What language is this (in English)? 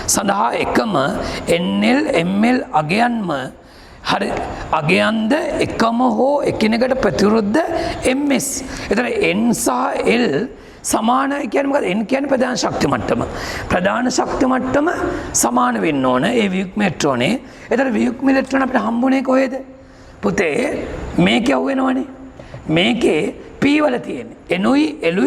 Sinhala